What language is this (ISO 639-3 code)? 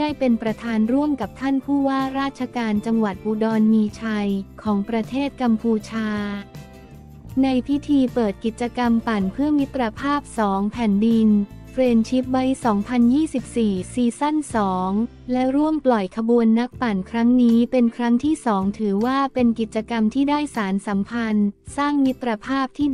tha